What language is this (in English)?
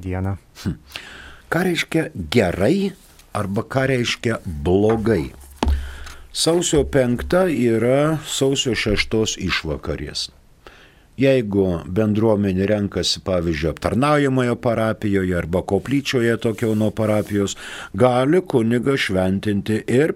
Lithuanian